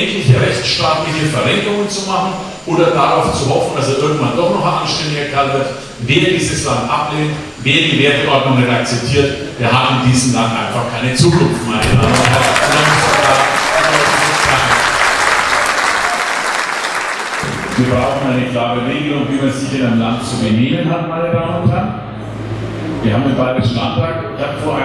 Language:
German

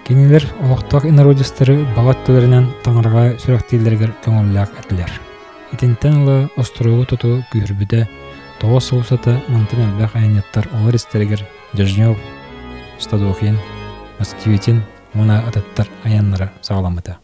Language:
Yakut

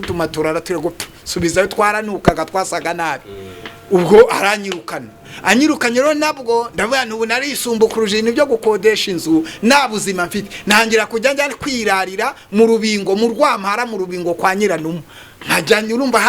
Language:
Kinyarwanda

